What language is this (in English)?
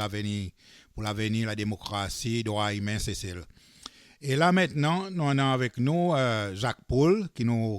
Seselwa Creole French